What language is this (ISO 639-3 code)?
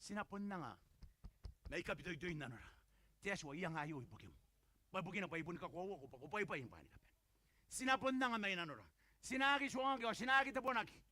gil